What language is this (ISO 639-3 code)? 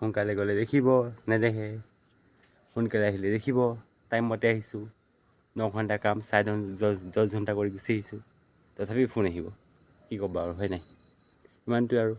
asm